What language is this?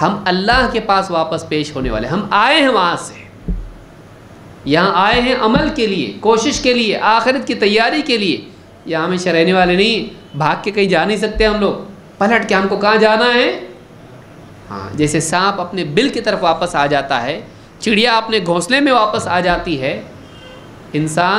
Urdu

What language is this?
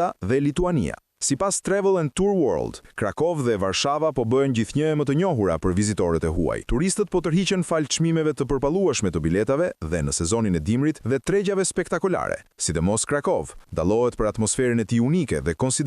Albanian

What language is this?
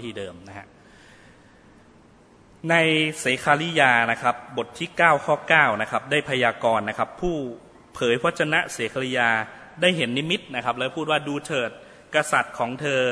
Thai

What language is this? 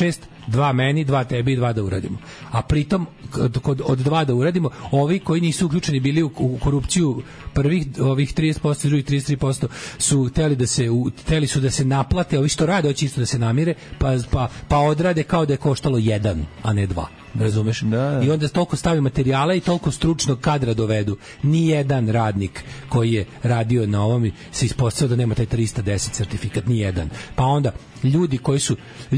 Serbian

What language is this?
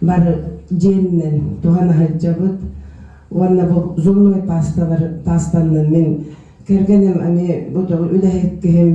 Yakut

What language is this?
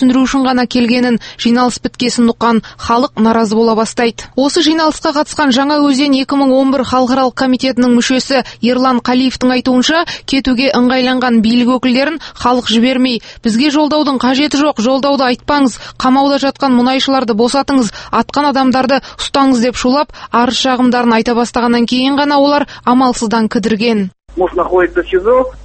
Kazakh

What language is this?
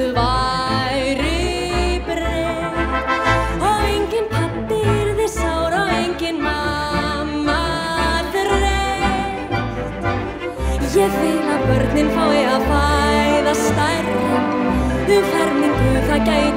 Icelandic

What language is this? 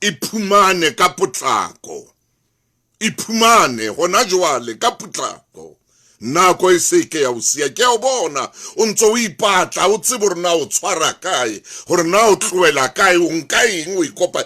Southern Sotho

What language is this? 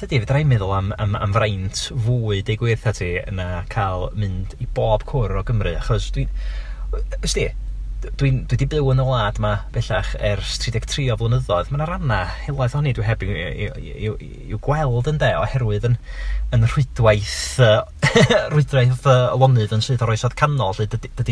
Welsh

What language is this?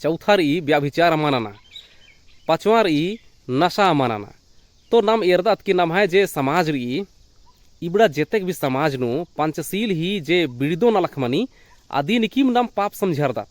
Kurukh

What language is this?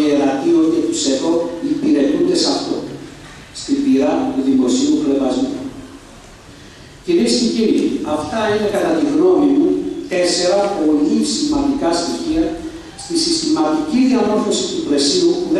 Greek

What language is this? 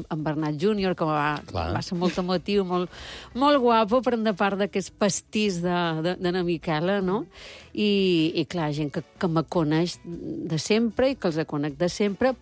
Catalan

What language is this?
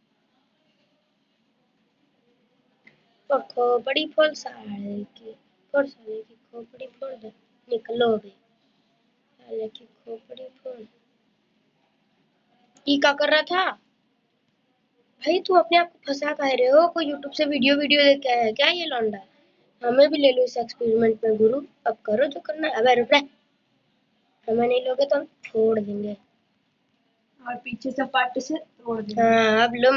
Hindi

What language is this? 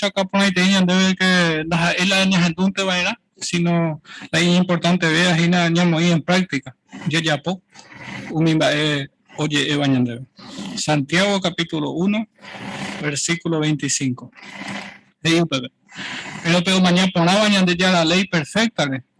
Guarani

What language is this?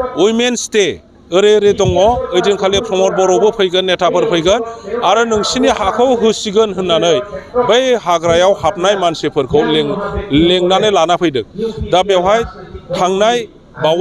Bodo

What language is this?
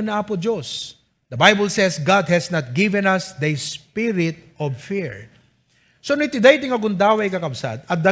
Iloko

